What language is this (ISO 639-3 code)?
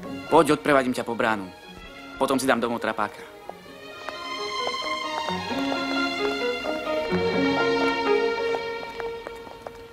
slk